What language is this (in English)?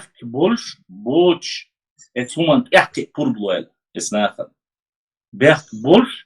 Chechen